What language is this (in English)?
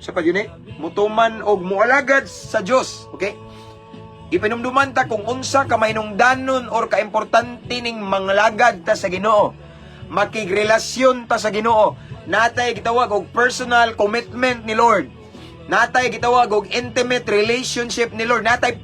Cebuano